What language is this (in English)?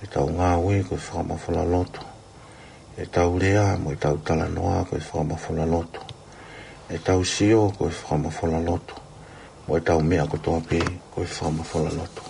Tongan